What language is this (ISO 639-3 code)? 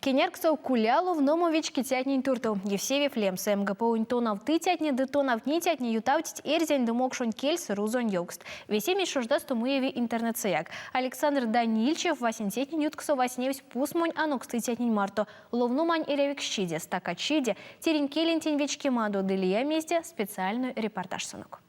myv